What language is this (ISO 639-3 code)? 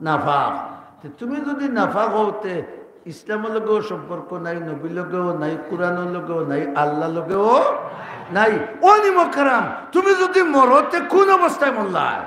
syl